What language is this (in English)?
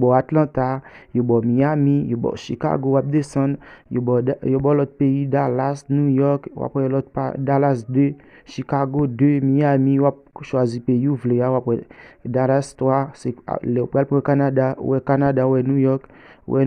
Haitian Creole